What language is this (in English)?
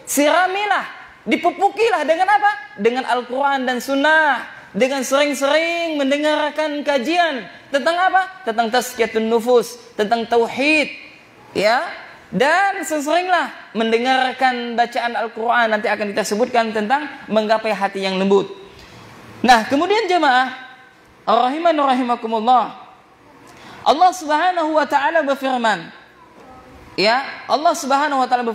Indonesian